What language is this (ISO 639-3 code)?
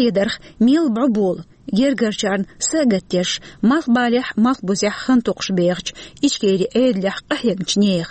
che